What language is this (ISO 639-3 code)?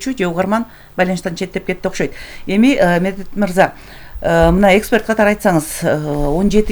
kir